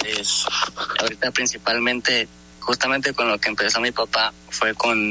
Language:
Spanish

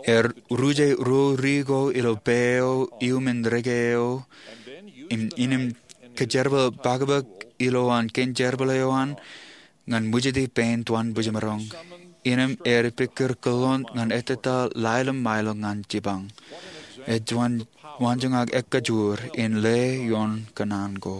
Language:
Marshallese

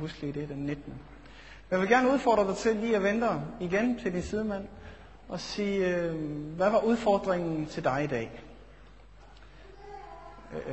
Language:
Danish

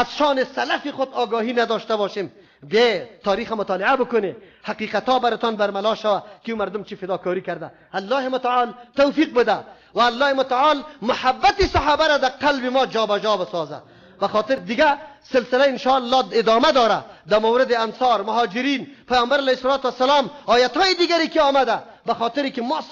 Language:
Persian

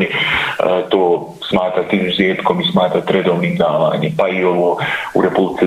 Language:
Bosnian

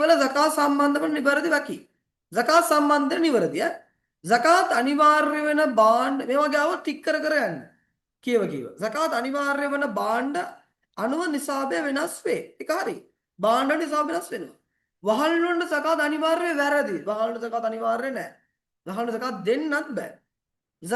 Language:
Sinhala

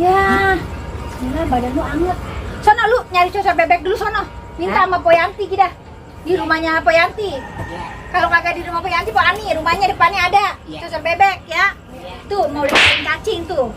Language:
Betawi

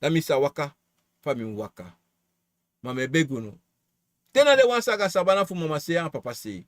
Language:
Sranan Tongo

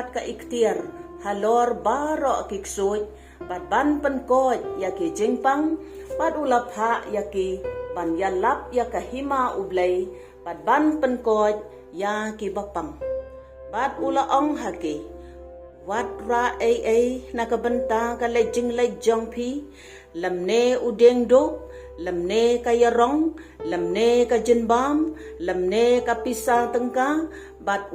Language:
Khasi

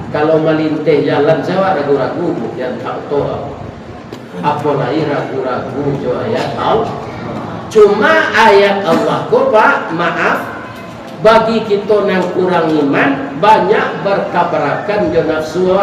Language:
Minangkabau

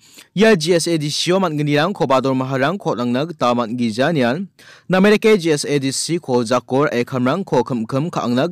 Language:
Garo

